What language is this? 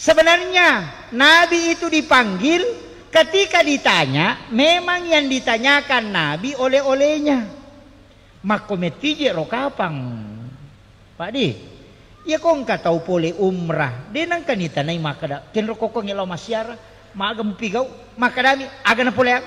Buginese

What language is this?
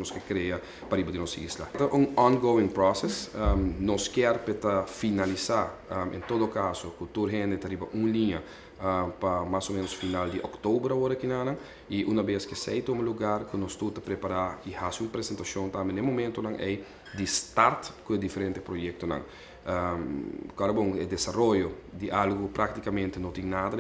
Papiamento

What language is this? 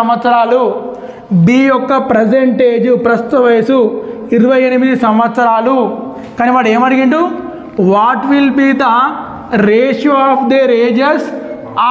Telugu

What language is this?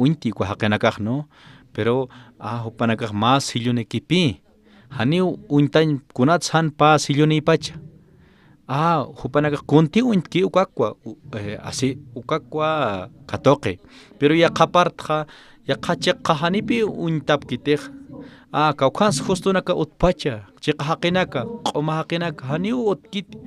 Aymara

